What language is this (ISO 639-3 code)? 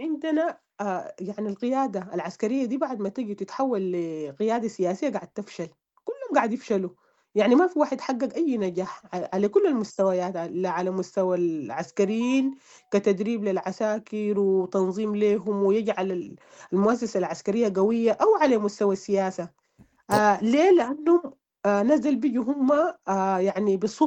apd